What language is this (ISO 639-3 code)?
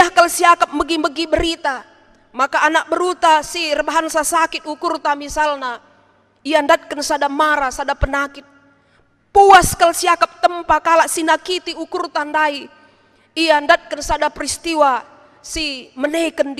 btx